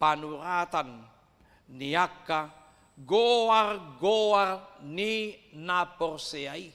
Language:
Batak Toba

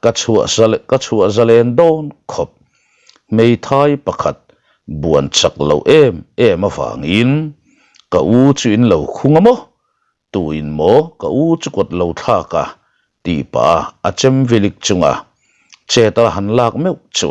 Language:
Mizo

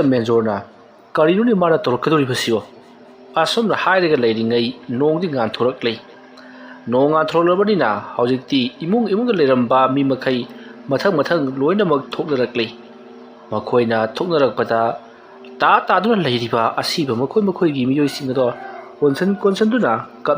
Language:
Manipuri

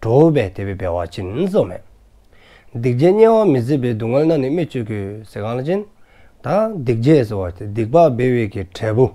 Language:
Dzongkha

